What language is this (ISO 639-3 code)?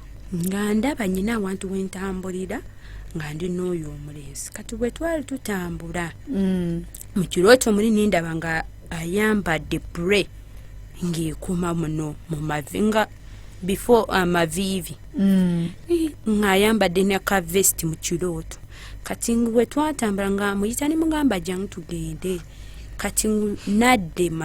lug